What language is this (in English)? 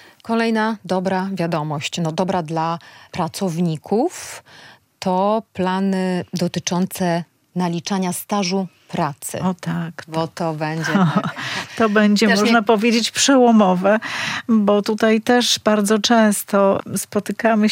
Polish